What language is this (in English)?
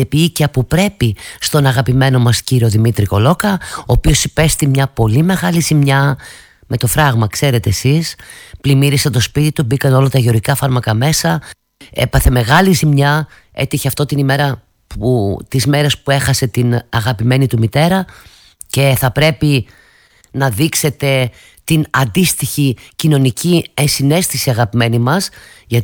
Greek